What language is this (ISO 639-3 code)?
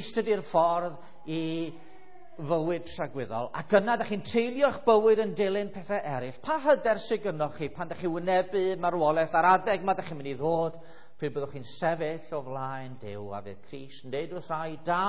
cym